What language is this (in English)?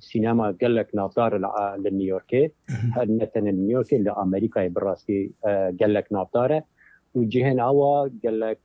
Kurdish